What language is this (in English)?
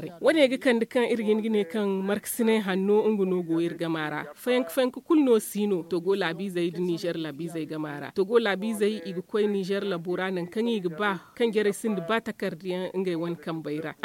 Zarma